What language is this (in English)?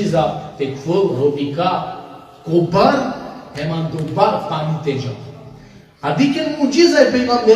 Balkan Romani